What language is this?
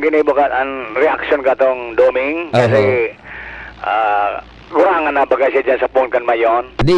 Bikol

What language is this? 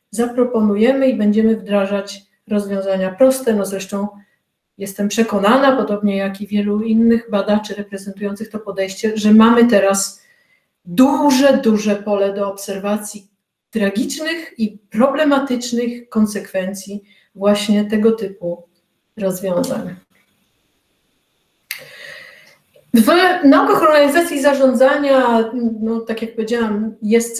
Polish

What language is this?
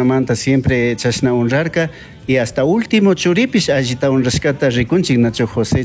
Chimborazo Highland Quichua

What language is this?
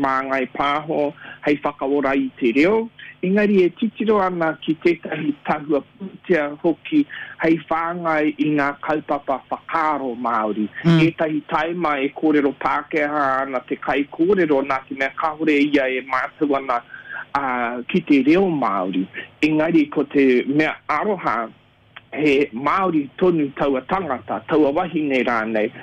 Māori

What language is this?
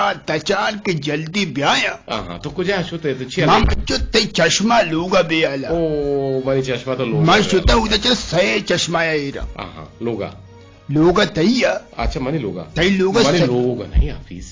Eastern Balochi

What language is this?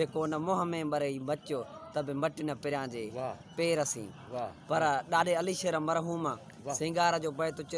Sindhi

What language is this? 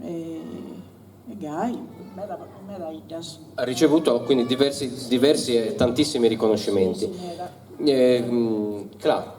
Sardinian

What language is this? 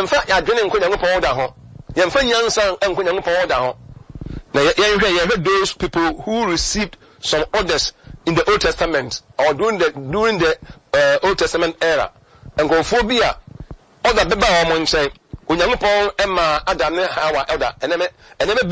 Akan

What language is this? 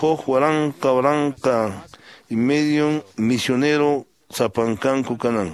Quechua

